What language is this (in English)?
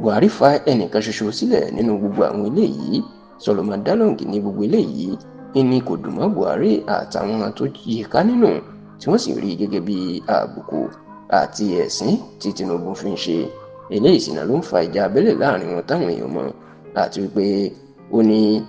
Yoruba